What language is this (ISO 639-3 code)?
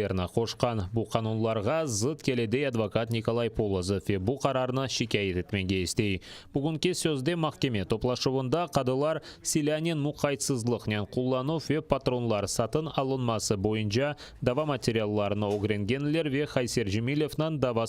crh